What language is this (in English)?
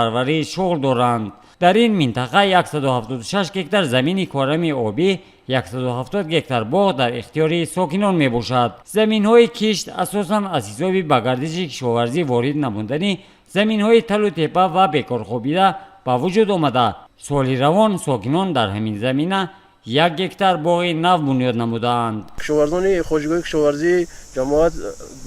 Tajik